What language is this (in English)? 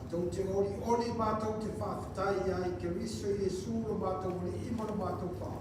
Samoan